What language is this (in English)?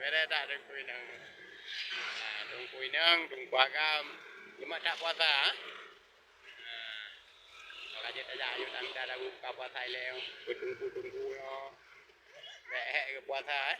Achinese